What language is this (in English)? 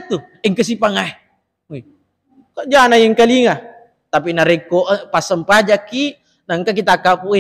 Buginese